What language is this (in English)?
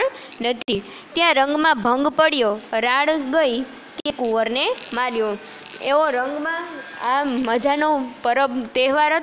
Gujarati